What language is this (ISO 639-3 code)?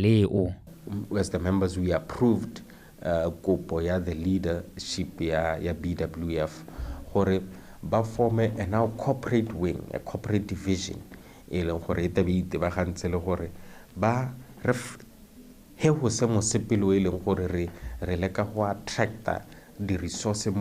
tsn